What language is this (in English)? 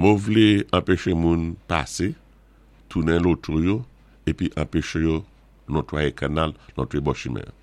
Saint Lucian Creole French